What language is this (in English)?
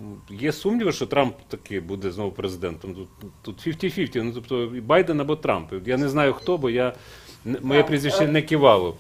Ukrainian